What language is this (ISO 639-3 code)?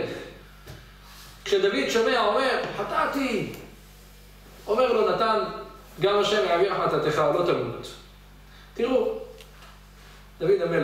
heb